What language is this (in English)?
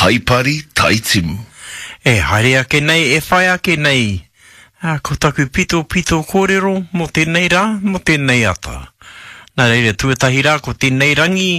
Māori